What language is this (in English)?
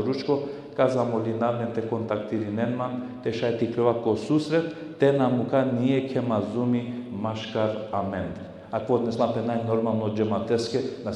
Balkan Romani